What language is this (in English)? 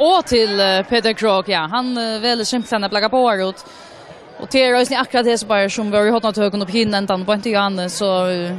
Faroese